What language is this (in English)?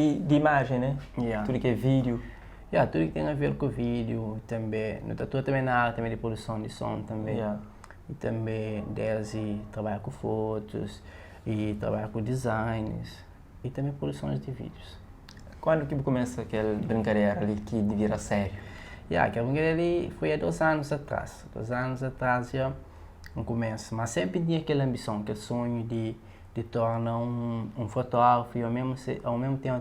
Kabuverdianu